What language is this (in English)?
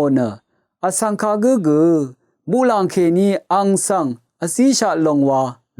Rawang